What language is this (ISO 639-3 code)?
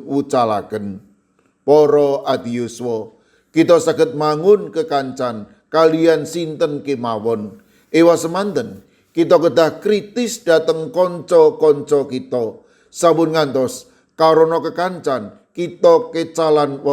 jav